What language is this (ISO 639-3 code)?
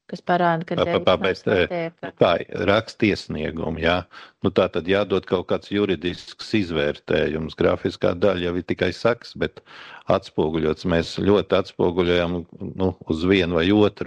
lav